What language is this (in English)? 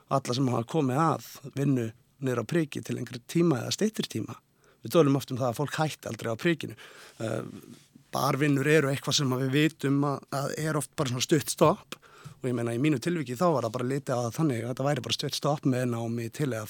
Icelandic